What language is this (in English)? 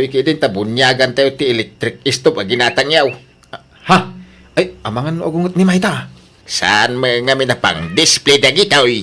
Iloko